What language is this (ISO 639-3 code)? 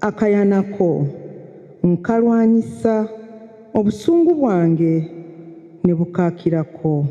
lug